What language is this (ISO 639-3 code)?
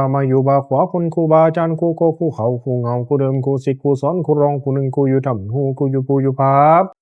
pli